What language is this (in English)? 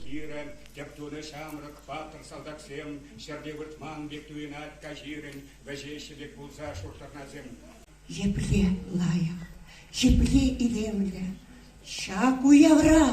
Chuvash